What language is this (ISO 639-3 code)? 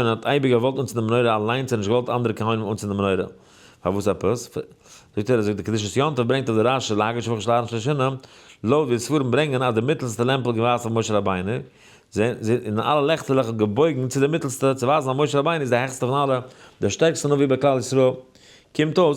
yid